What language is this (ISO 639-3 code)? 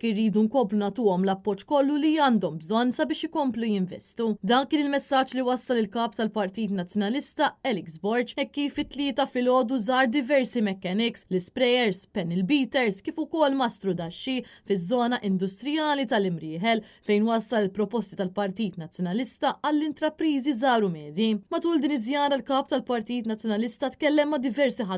mlt